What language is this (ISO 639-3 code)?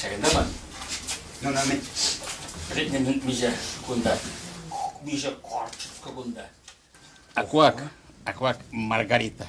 chv